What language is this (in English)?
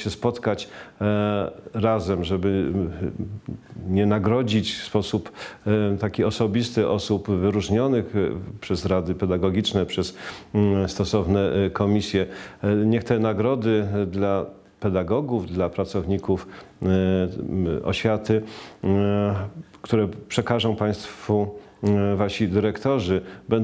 Polish